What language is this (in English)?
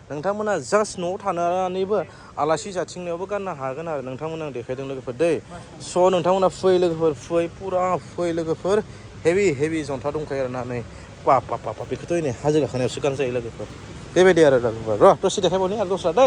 Bodo